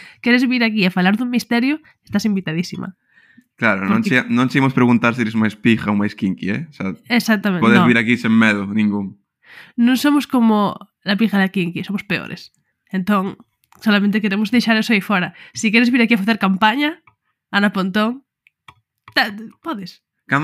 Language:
Galician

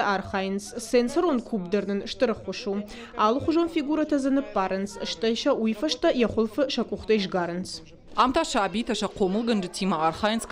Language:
Ossetic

